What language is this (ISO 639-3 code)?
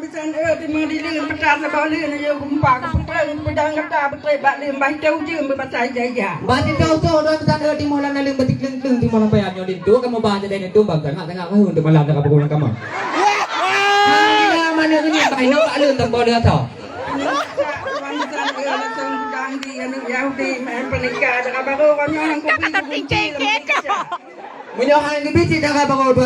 ace